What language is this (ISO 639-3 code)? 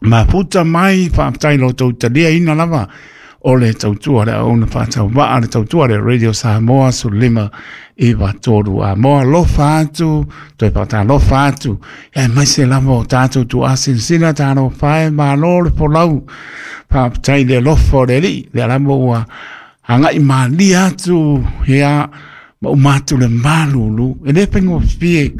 smo